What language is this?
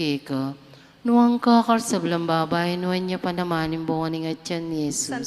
Pampanga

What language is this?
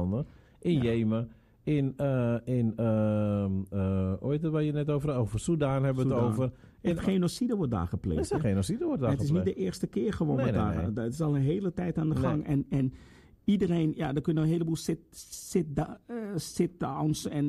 Dutch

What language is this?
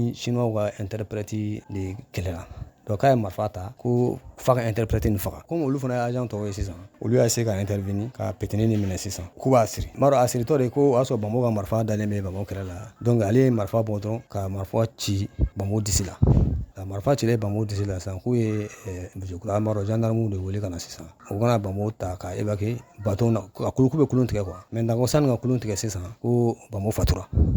Bambara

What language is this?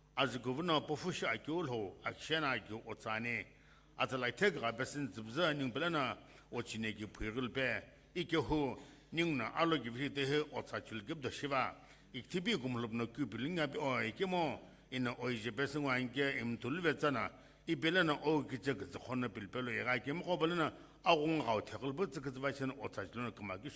Sumi Naga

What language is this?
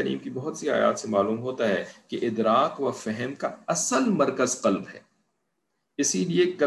Urdu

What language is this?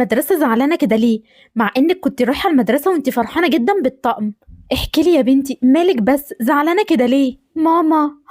Egyptian Arabic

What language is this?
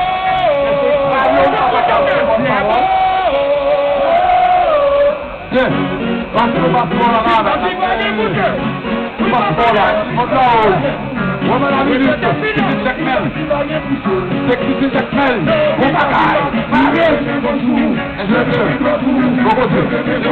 French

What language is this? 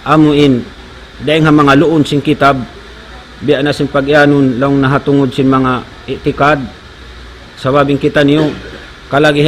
Tausug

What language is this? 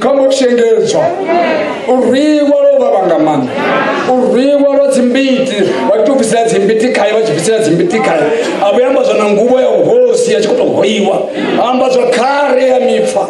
Venda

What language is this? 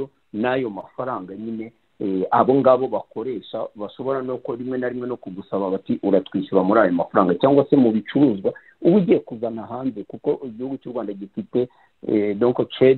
Kinyarwanda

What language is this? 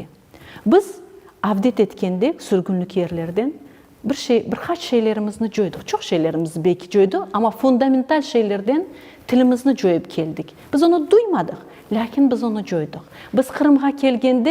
Crimean Tatar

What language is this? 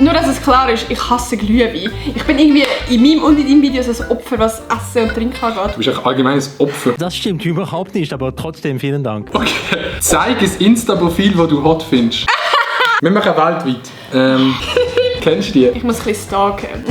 Swiss German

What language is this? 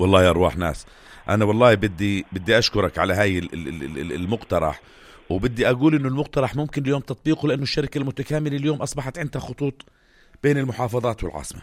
North Levantine Arabic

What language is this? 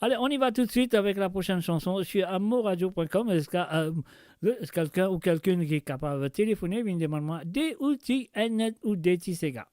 Morisyen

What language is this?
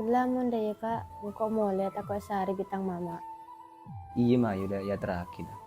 Madurese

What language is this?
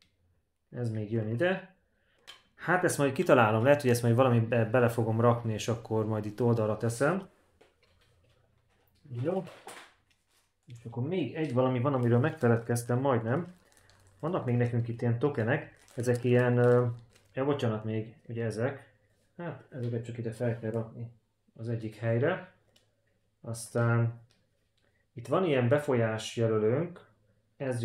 Hungarian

